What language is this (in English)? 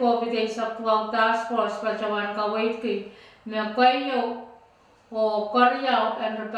Pohnpeian